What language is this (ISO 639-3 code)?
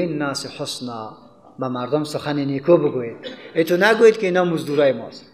fas